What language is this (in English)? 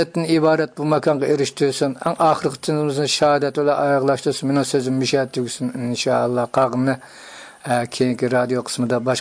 Uyghur